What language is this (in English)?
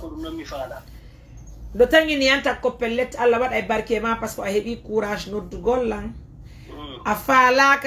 Fula